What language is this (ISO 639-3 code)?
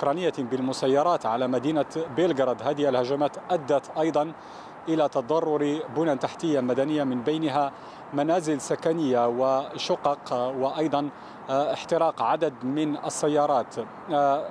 ara